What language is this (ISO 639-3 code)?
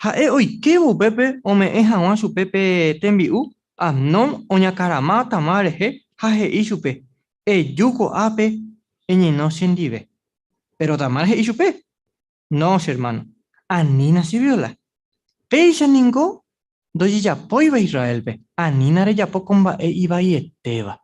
grn